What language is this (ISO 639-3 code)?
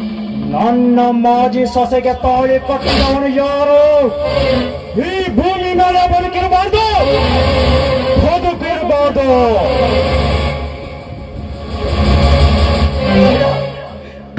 kan